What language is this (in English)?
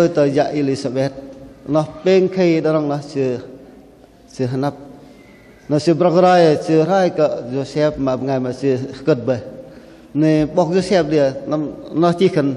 Bahnar